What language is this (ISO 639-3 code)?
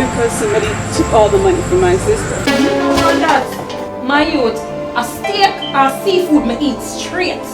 jam